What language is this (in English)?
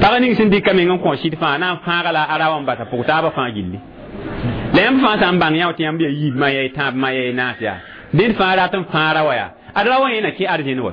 Mossi